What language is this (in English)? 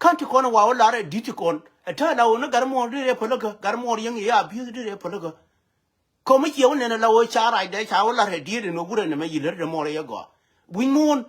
Nuer